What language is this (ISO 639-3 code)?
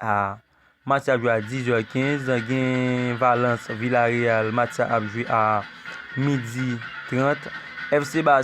hat